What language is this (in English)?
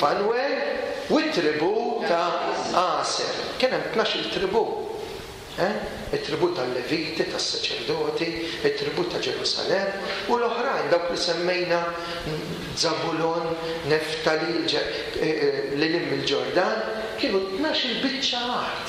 Maltese